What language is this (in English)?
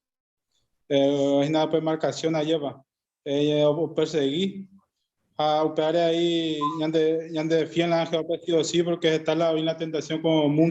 Guarani